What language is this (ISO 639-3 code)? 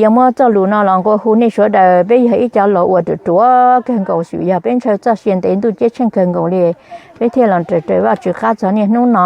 hmn